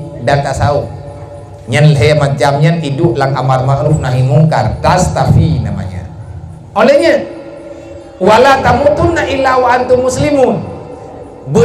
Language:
Achinese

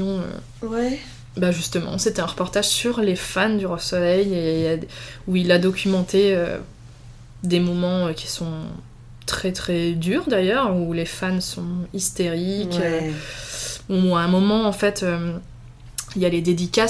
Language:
French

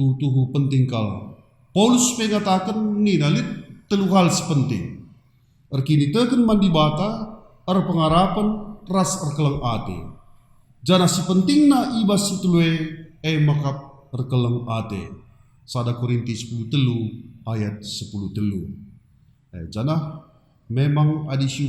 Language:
Batak Karo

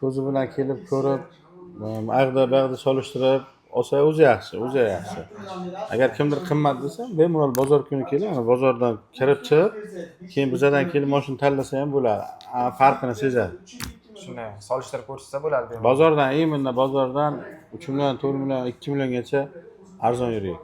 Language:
Uzbek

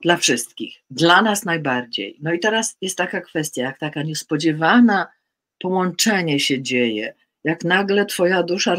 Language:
Polish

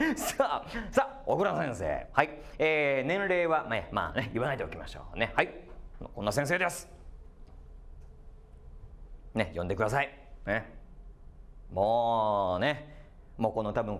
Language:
Japanese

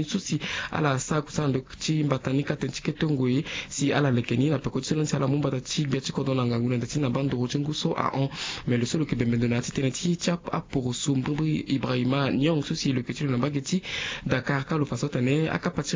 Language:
Sango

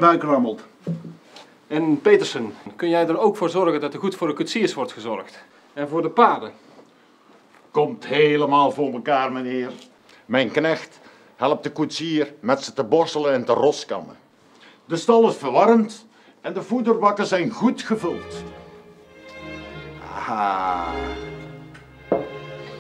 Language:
Dutch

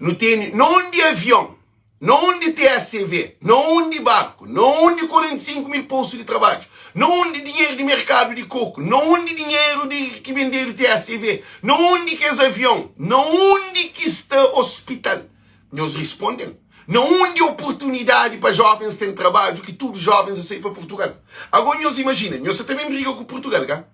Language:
Kabuverdianu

